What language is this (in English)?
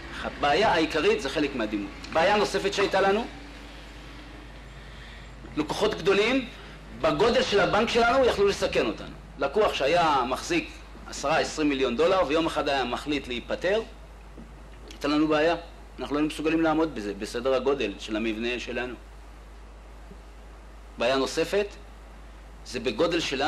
Hebrew